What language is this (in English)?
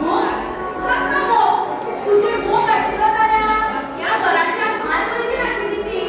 Konkani